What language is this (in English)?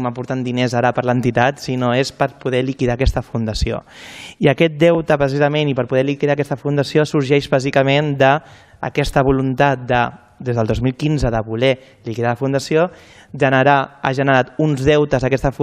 Catalan